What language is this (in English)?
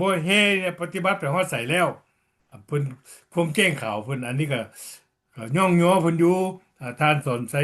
Lao